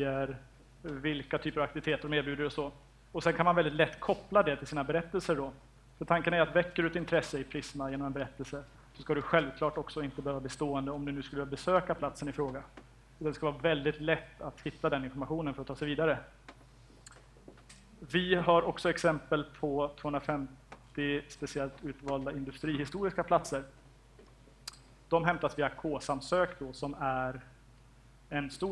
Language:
Swedish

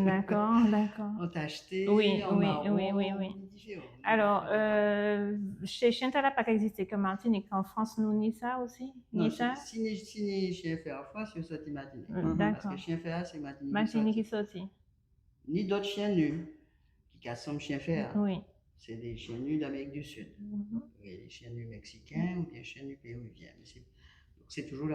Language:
Guadeloupean Creole French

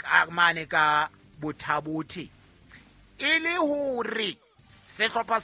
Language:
Southern Sotho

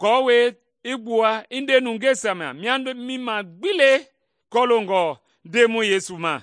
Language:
Mende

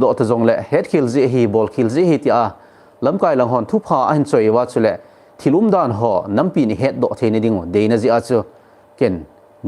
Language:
Thado Chin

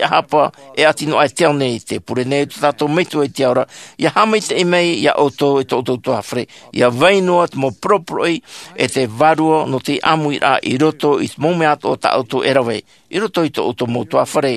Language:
Tahitian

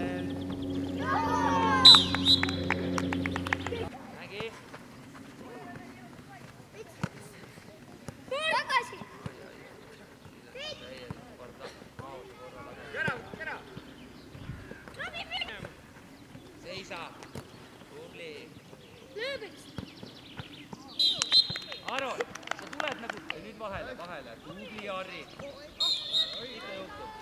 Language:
Estonian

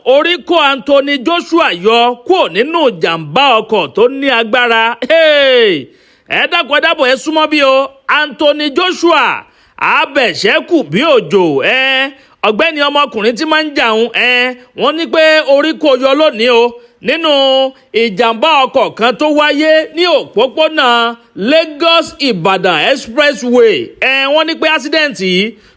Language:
Yoruba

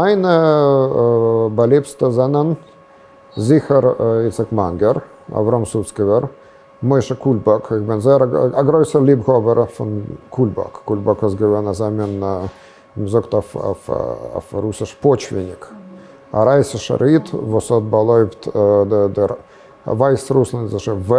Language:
Yiddish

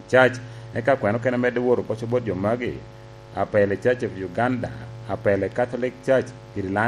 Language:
Lango (Uganda)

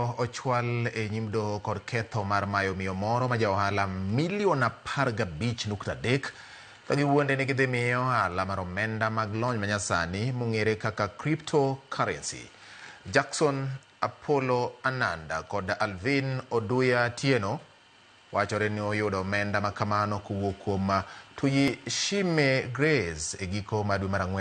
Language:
Luo (Kenya and Tanzania)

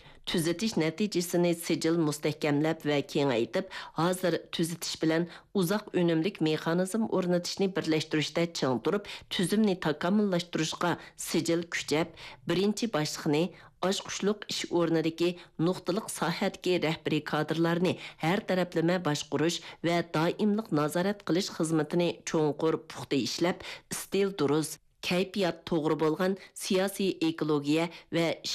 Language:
Uyghur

